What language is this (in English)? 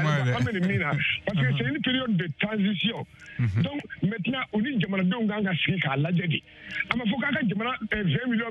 Bambara